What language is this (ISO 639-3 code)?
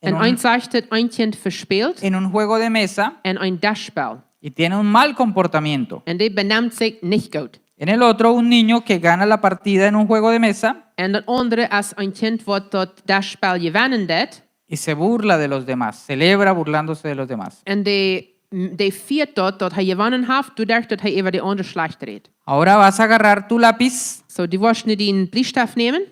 pdt